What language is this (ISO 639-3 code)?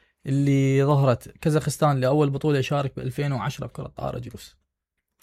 acm